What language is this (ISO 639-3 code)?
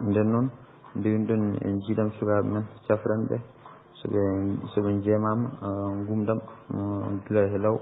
ful